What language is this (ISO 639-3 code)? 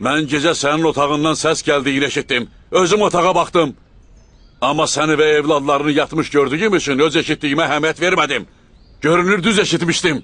aze